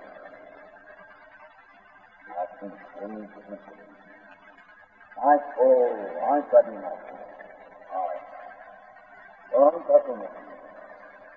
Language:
Gujarati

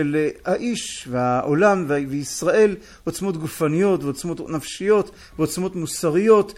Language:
Hebrew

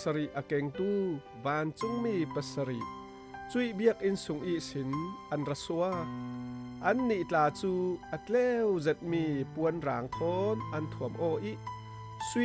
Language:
Falam Chin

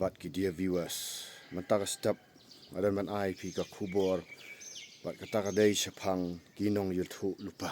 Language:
Khasi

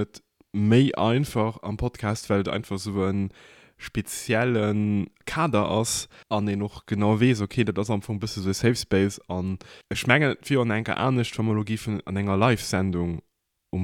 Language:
Luxembourgish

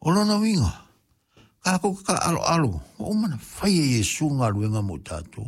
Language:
Samoan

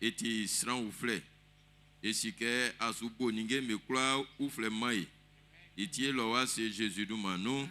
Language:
Baoulé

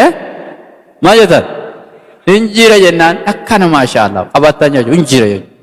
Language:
Oromo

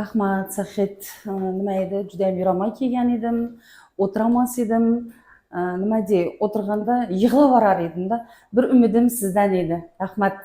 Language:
Uzbek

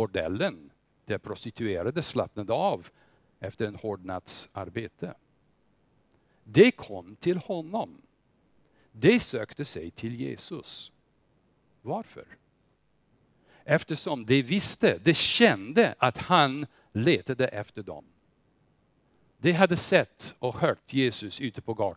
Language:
Swedish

